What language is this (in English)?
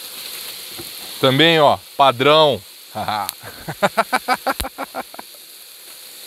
Portuguese